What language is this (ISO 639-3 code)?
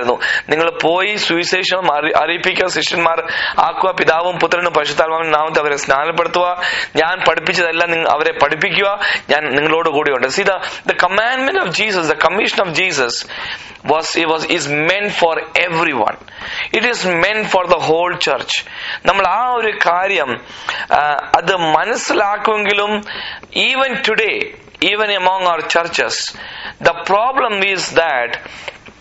mal